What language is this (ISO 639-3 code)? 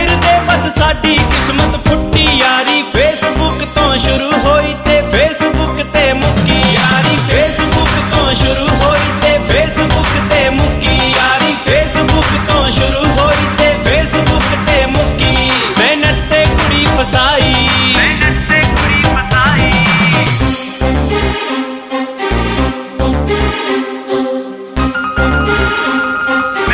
pan